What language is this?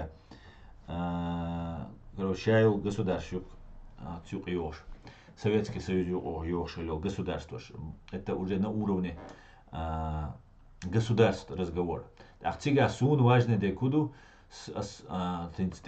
Chechen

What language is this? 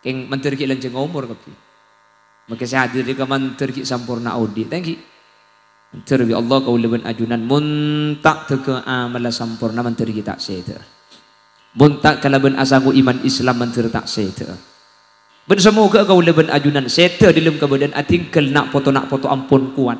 Madurese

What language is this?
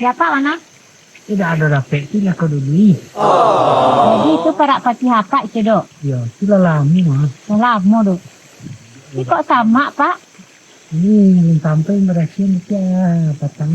Minangkabau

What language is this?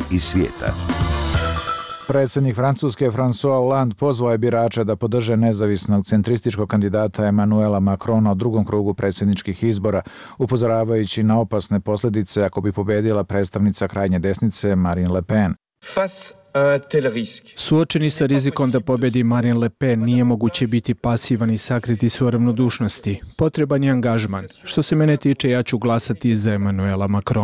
Bosnian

